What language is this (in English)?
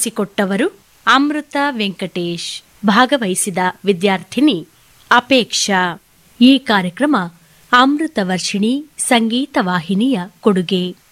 Kannada